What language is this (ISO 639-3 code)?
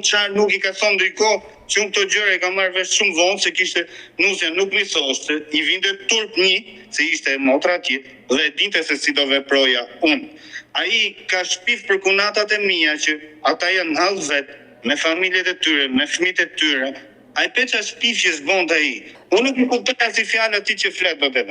sqi